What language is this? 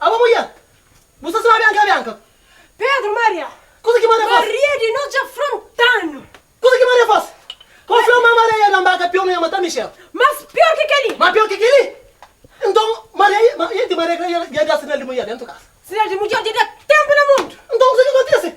Kabuverdianu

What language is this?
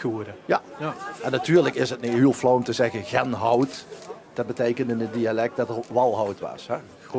Limburgish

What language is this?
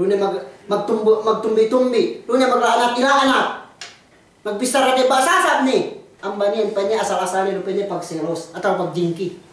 Yakan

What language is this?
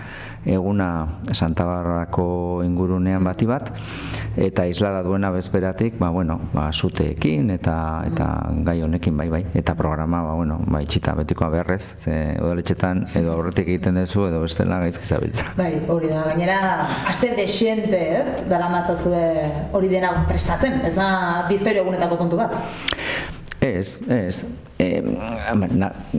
Basque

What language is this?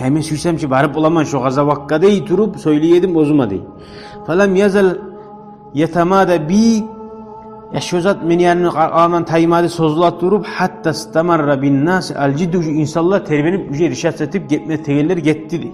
Kumyk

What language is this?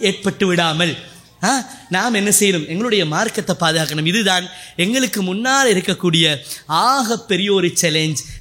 Tamil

